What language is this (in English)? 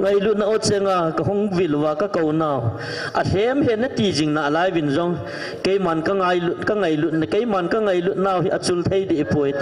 Thado Chin